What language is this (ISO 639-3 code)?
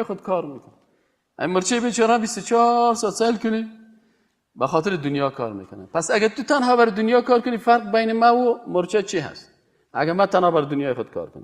fas